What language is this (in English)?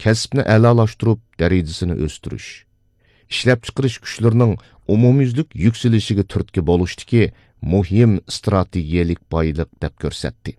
Uyghur